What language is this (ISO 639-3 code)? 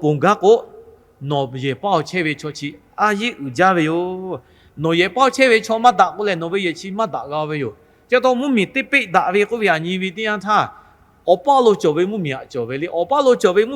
lhu